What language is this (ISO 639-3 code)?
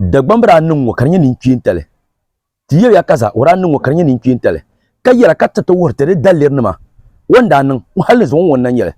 dag